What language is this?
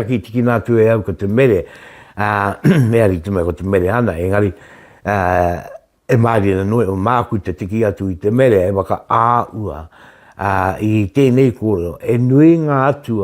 Māori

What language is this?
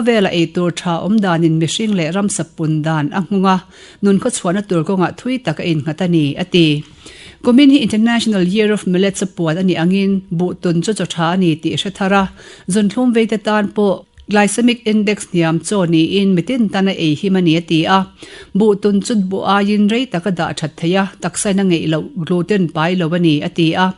Mizo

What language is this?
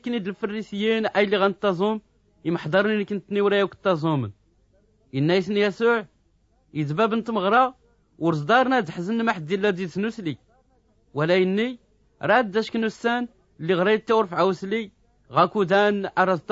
Tachelhit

